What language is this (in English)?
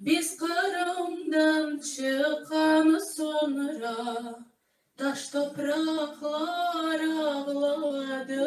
Crimean Tatar